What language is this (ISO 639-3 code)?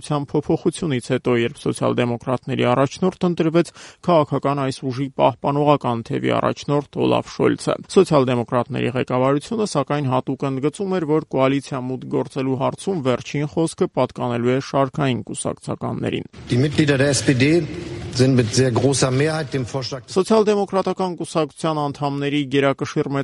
hye